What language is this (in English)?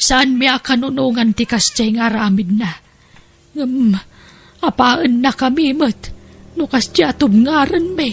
Iloko